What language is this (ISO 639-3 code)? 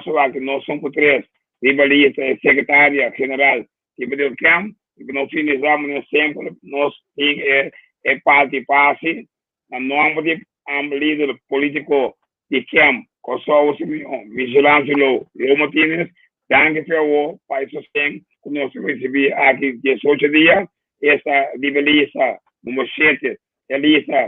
pap